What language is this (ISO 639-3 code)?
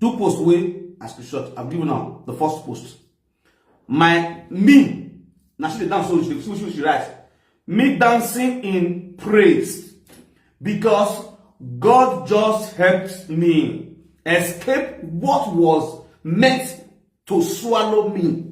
pcm